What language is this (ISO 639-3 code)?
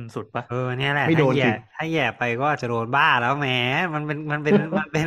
tha